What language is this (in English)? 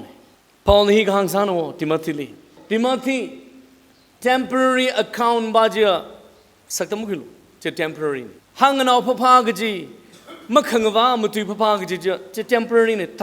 Tangkhul Naga (India)